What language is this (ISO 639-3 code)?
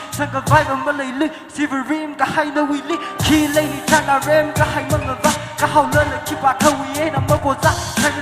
nmf